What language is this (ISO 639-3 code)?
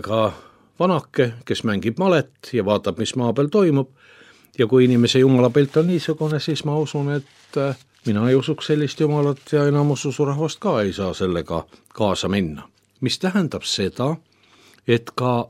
est